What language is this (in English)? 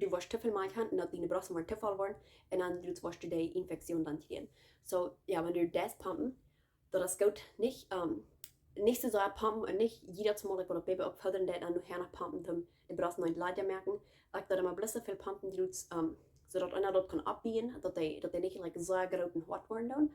Plautdietsch